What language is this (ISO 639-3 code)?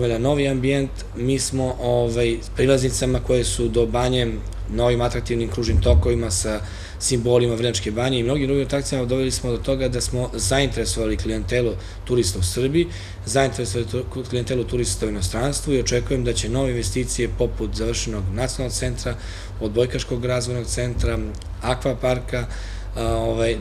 srp